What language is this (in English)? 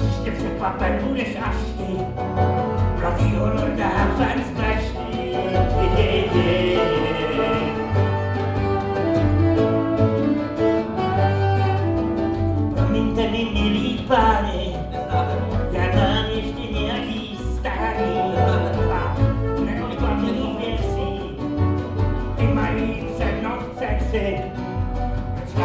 Czech